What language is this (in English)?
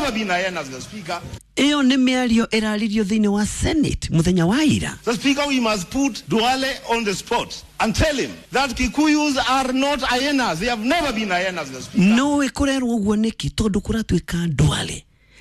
Kikuyu